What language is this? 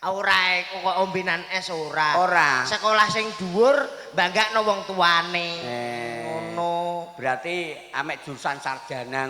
Javanese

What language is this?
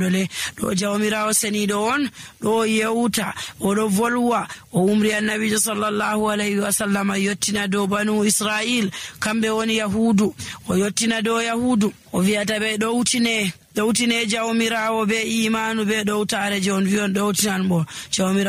Nigerian Fulfulde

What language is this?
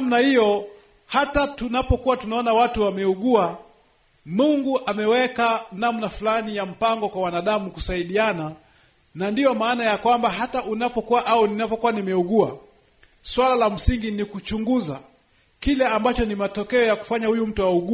Swahili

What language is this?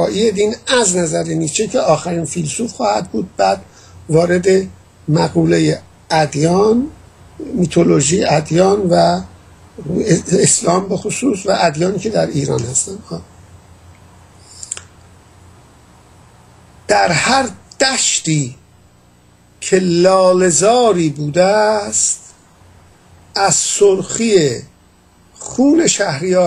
Persian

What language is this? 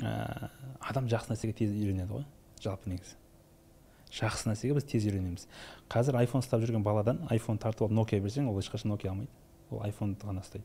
Kazakh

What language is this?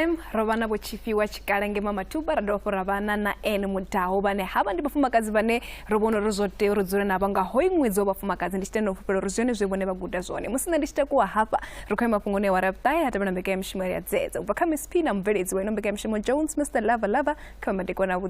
Venda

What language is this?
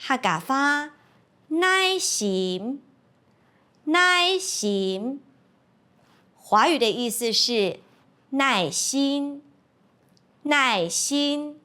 Hakka Chinese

